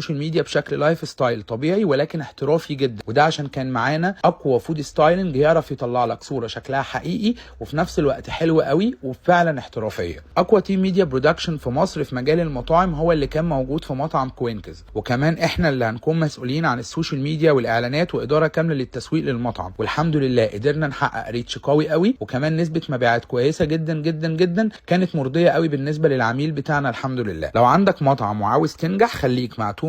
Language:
Egyptian Arabic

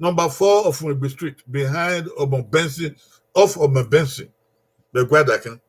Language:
Bini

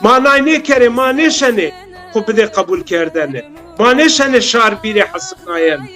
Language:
Zaza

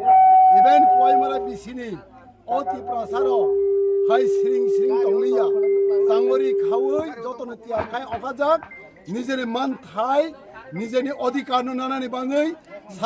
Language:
Kok Borok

